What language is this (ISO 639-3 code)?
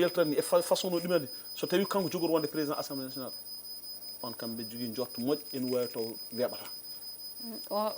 ful